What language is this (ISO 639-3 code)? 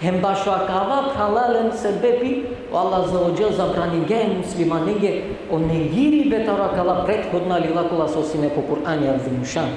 rmn